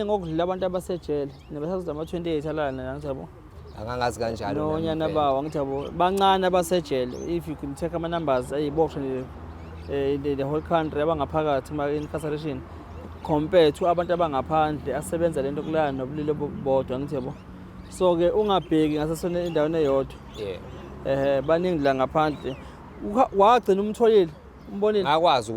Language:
Zulu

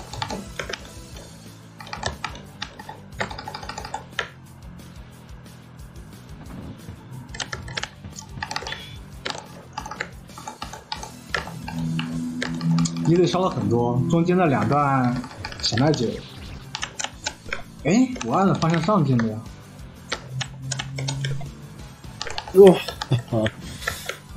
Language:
Chinese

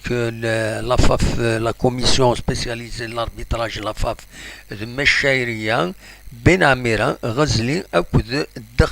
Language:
Kabyle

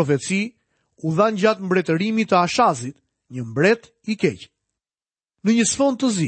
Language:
Albanian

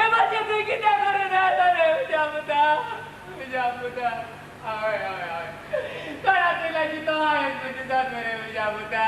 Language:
Konkani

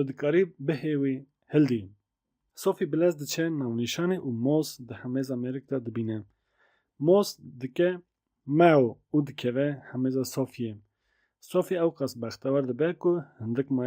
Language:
Kurdish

